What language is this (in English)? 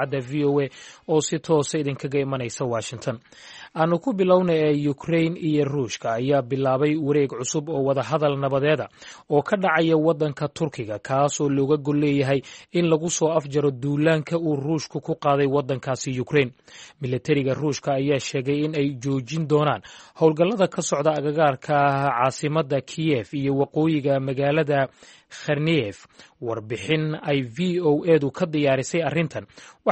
Somali